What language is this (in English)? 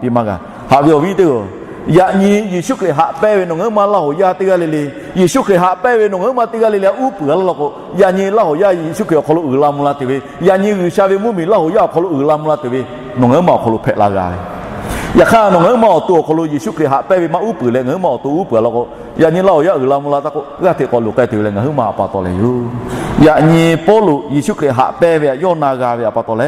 Lahu